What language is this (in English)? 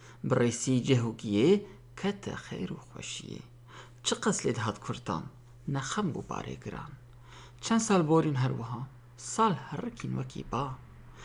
Kurdish